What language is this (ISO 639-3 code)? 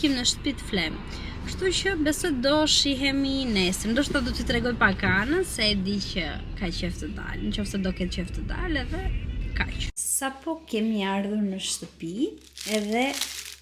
sqi